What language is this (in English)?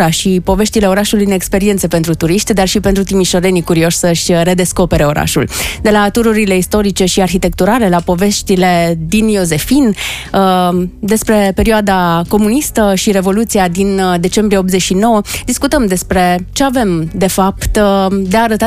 Romanian